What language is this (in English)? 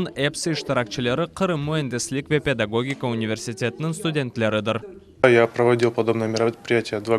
Crimean Tatar